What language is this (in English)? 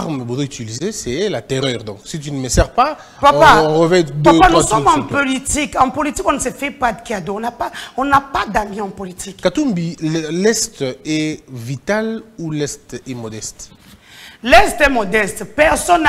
French